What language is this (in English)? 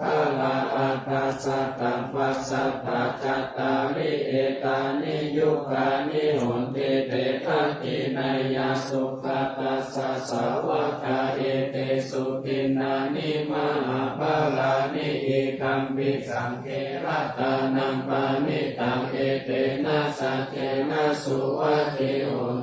Pali